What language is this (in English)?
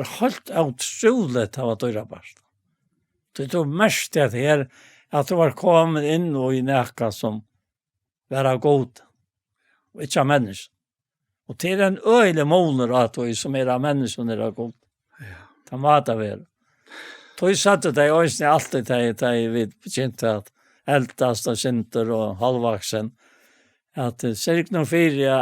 Faroese